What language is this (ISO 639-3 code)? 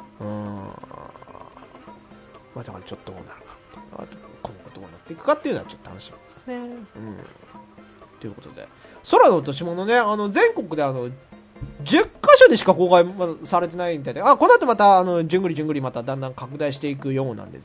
jpn